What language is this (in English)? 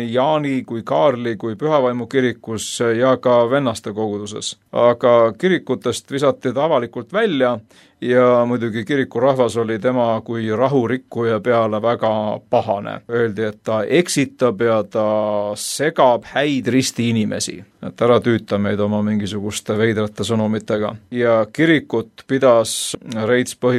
Estonian